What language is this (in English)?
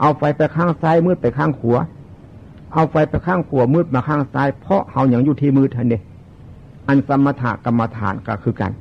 Northeastern Thai